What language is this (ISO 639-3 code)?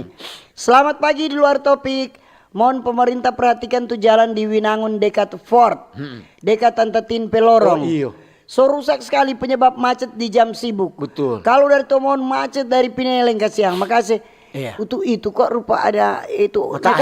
xmm